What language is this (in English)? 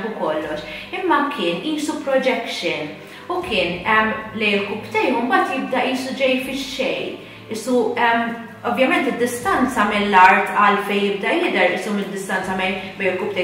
Maltese